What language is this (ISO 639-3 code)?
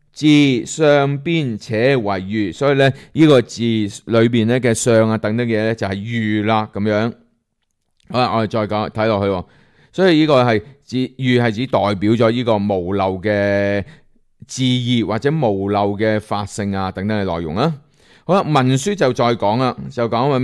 yue